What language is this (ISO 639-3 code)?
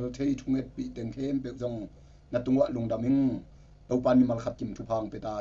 ctd